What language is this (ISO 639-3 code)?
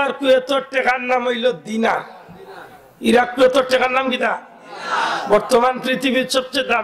syl